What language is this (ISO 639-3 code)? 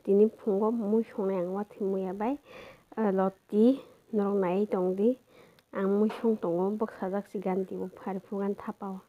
trp